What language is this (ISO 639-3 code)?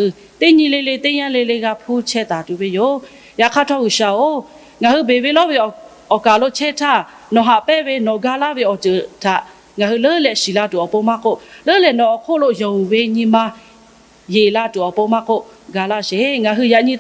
lhu